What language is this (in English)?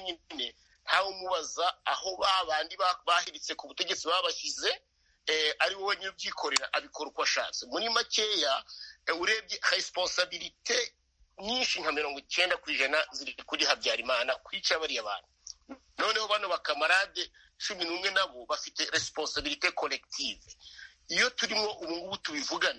Kinyarwanda